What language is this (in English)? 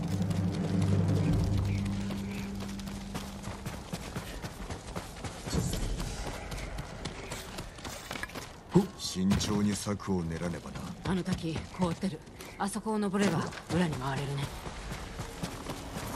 Japanese